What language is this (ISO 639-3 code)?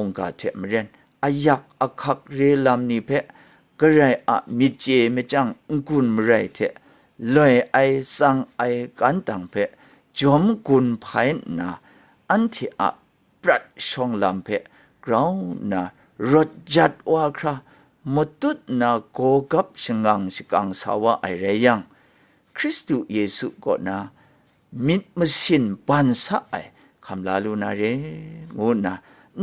kac